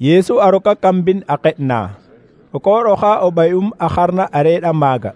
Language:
Serer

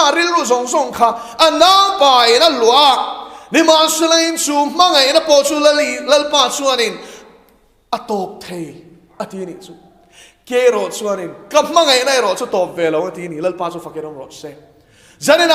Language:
Mizo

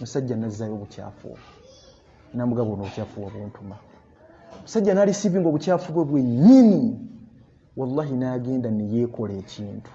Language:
Ganda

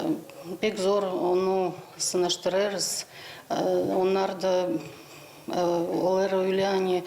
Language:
Gagauz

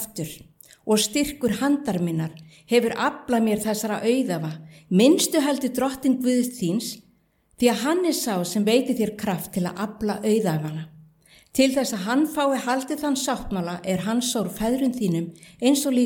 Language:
Icelandic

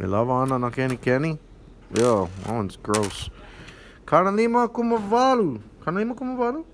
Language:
Hawaiian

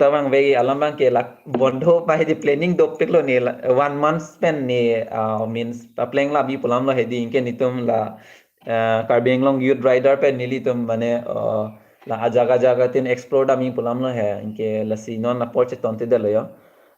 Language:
Karbi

